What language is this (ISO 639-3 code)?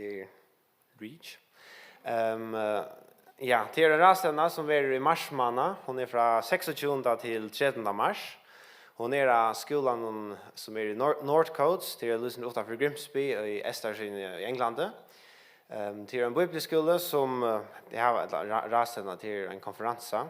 fao